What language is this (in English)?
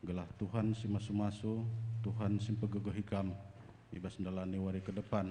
Batak Karo